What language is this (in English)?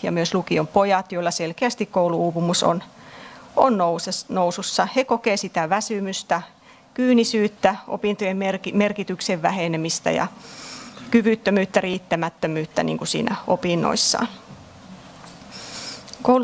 Finnish